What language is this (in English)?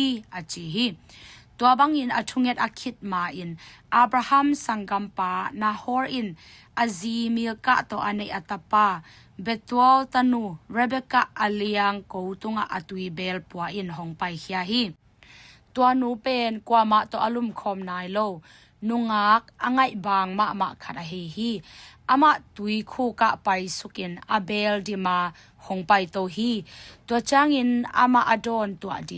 Tedim Chin